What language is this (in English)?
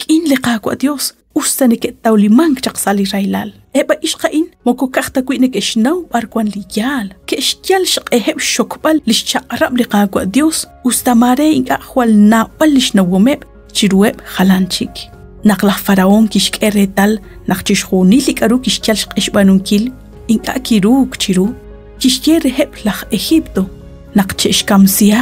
Kekchí